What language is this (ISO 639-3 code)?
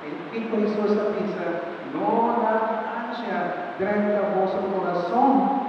pap